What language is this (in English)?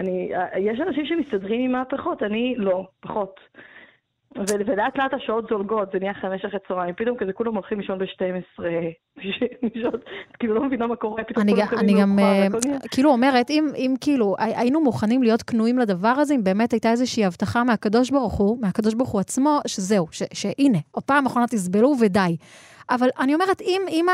Hebrew